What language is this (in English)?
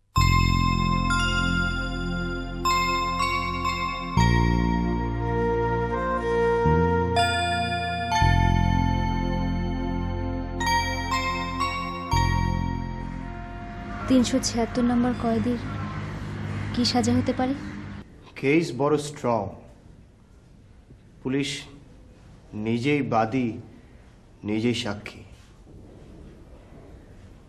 Bangla